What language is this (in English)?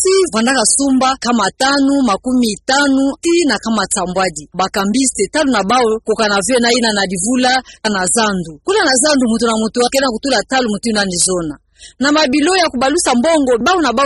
Kituba (Democratic Republic of Congo)